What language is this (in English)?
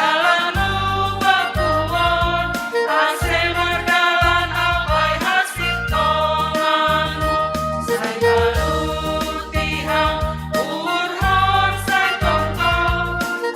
Batak Simalungun